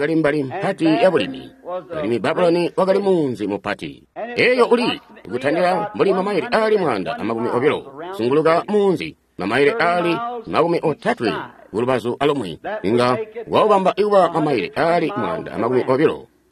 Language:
Tonga (Zambia)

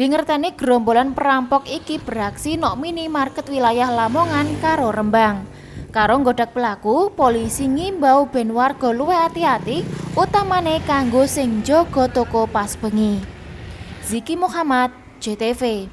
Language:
Javanese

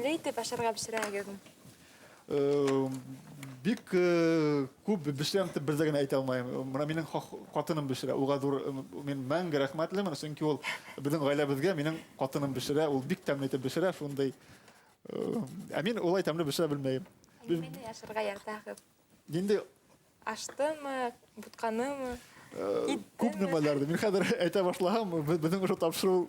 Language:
Bashkir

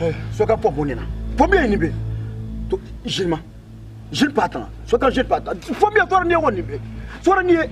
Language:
Dagbani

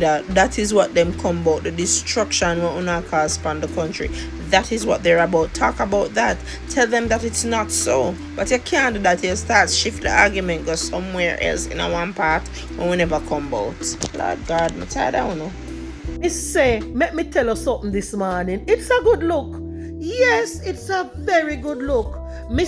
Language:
Jamaican Creole English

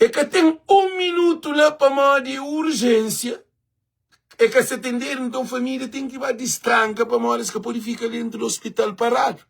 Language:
Kabuverdianu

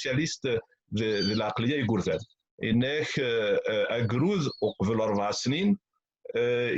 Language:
Kabyle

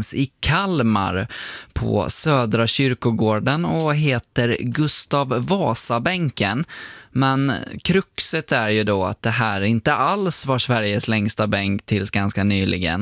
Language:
Swedish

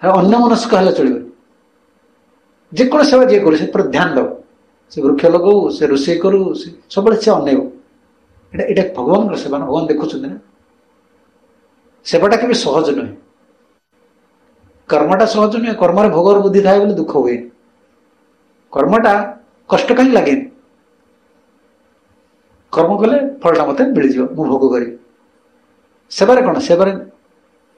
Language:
Odia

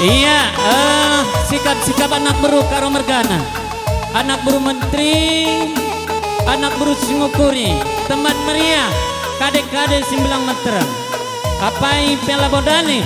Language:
Batak Karo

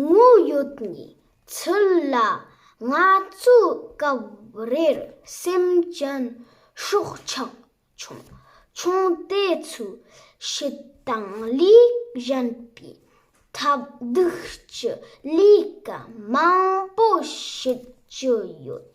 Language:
Tibetan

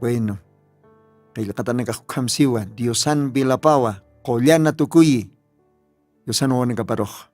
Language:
Aymara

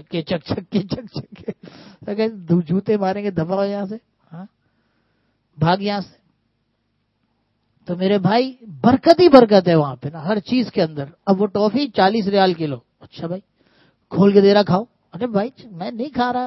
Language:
Urdu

